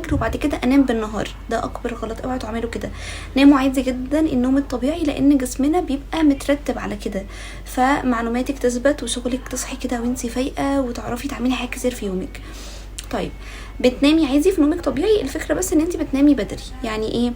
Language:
Egyptian Arabic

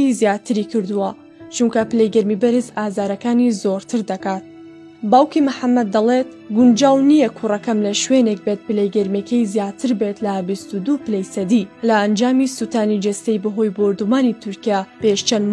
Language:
Central Kurdish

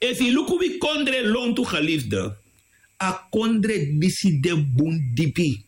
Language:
Sranan Tongo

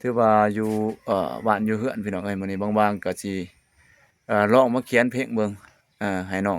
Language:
Lao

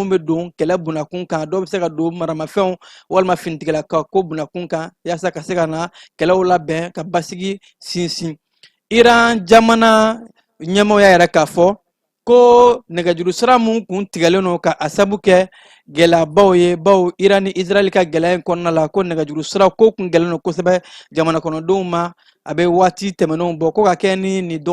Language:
Bambara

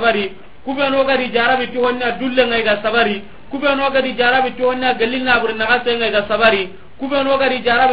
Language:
Soninke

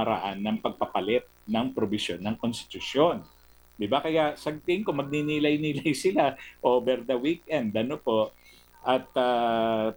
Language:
Filipino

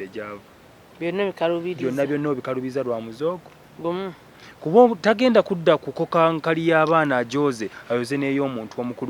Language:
Ganda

